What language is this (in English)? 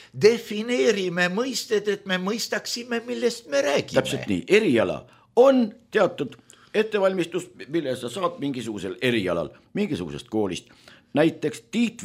Estonian